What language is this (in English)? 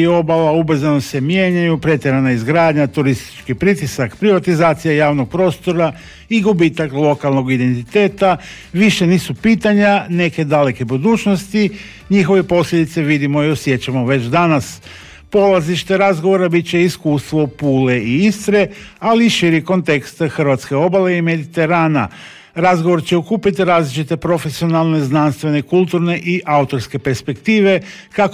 Croatian